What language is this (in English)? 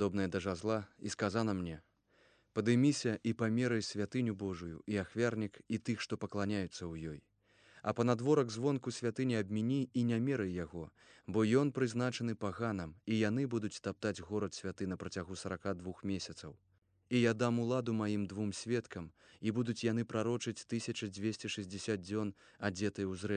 Belarusian